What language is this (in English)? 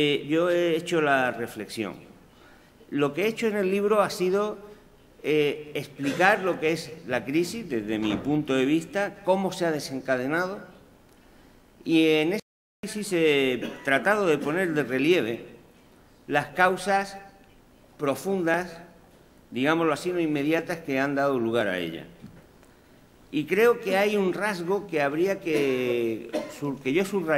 Spanish